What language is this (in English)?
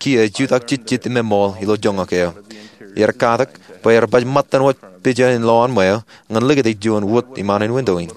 Marshallese